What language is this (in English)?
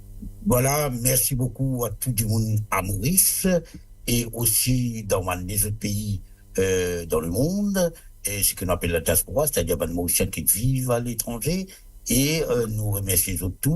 Morisyen